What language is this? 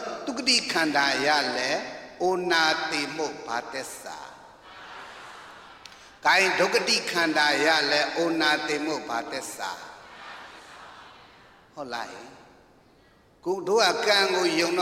Burmese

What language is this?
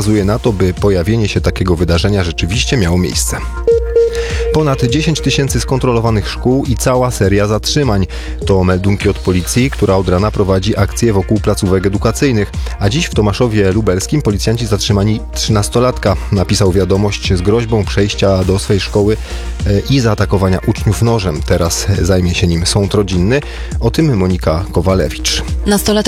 Polish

